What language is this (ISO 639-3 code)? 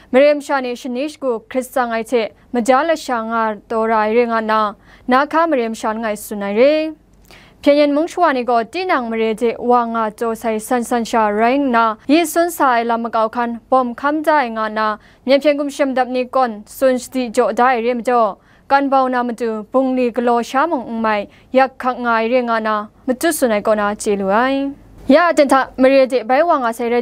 kac